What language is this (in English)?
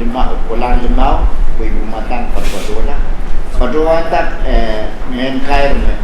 Pohnpeian